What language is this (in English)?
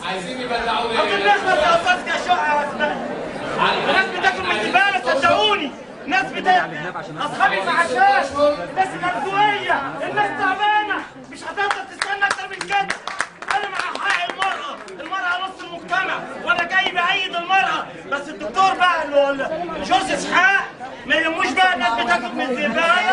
Egyptian Arabic